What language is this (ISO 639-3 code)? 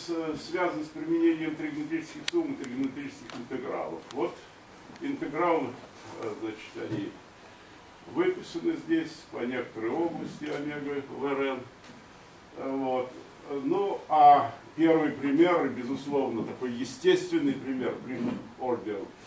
rus